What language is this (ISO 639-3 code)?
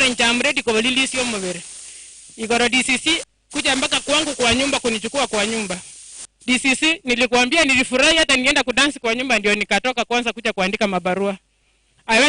guz